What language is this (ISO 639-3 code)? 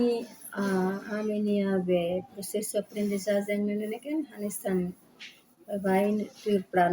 tet